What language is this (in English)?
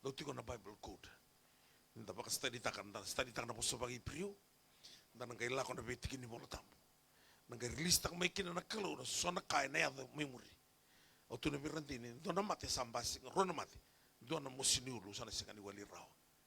Fijian